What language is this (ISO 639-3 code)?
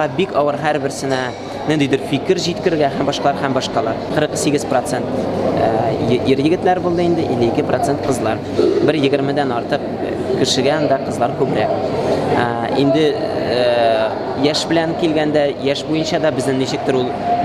tat